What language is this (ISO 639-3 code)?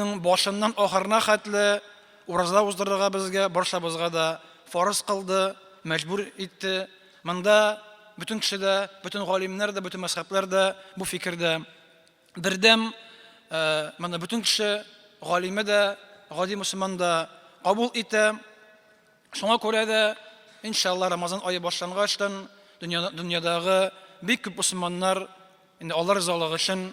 tat